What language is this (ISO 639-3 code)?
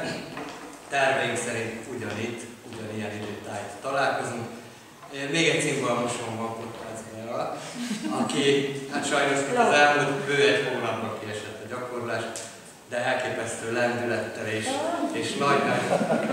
hun